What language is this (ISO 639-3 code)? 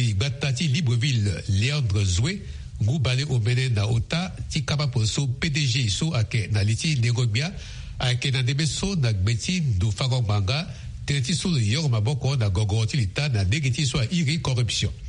sag